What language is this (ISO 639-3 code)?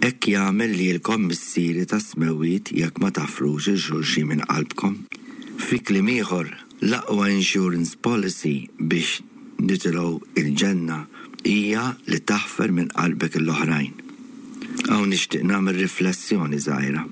mlt